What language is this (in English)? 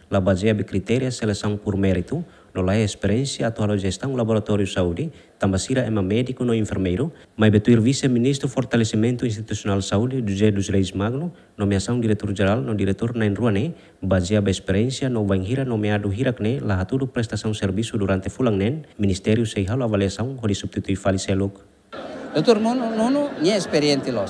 Tetum